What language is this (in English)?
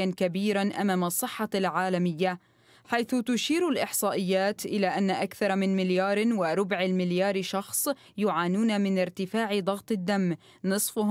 Arabic